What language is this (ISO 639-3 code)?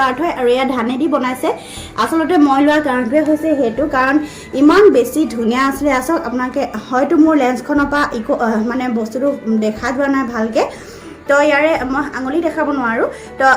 asm